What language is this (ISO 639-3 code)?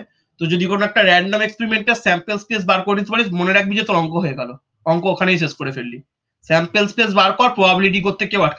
ben